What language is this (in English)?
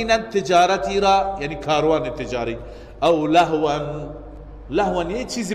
Persian